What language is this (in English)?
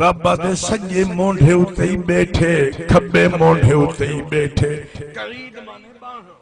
Saraiki